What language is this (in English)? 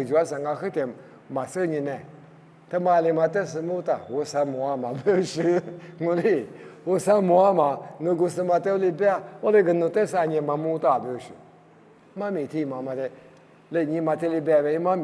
Lisu